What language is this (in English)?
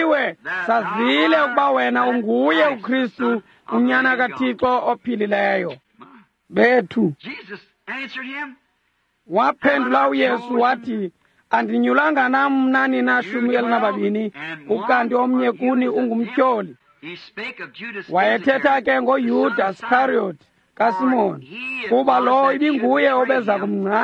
Xhosa